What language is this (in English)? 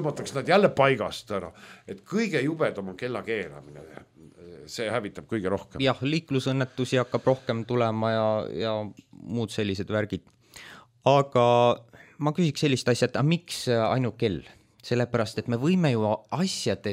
Estonian